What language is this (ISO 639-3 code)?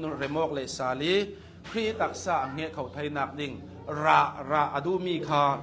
cnh